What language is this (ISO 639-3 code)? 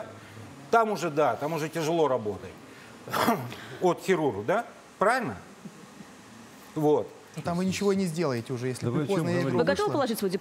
rus